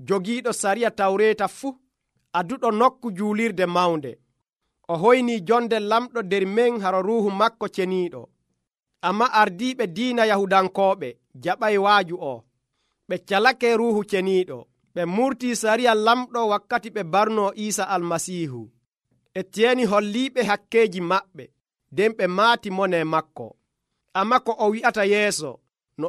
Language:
Nigerian Fulfulde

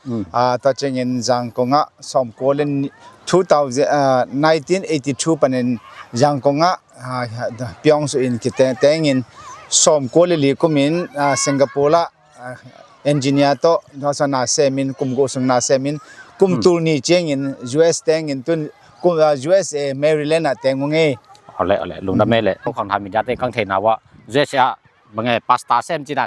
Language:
Tedim Chin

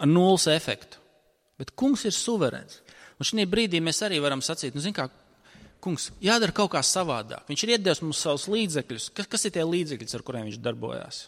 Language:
Latvian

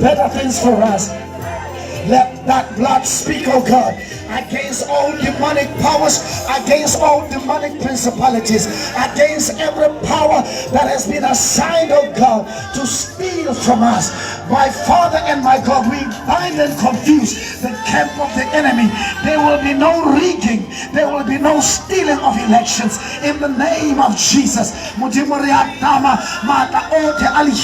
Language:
Tswana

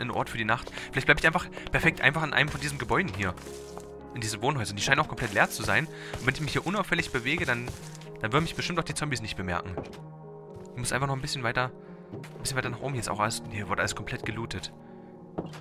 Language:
German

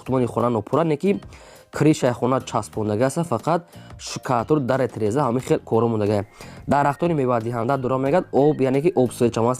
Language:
Tajik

